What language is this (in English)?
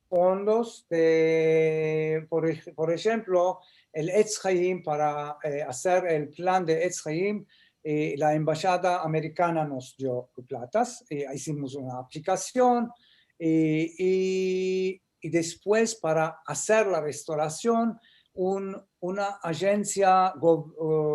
Ladino